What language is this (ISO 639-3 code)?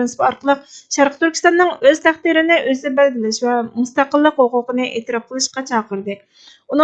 uig